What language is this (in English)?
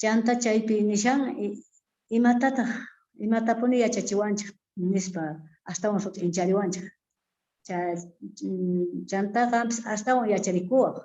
South Bolivian Quechua